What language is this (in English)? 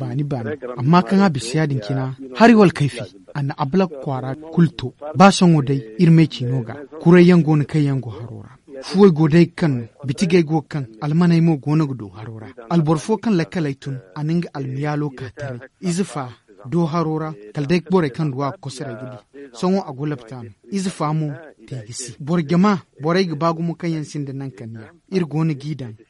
Zarma